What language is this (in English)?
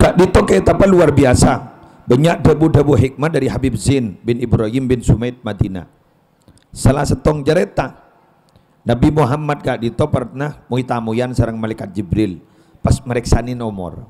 Madurese